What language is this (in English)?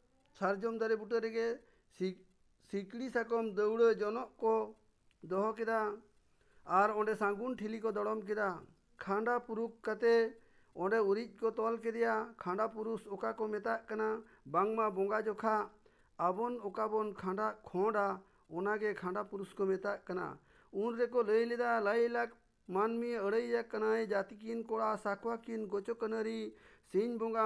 Santali